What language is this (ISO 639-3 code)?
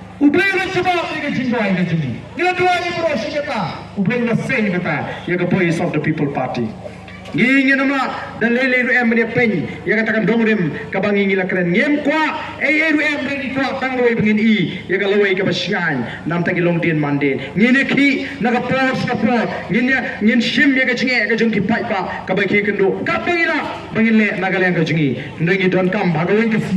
kha